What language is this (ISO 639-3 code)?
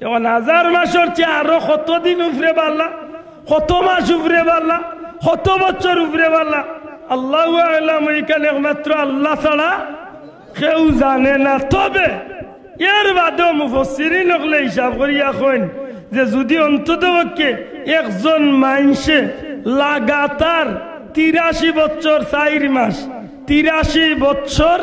syl